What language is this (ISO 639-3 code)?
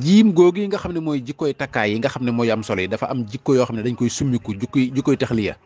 wol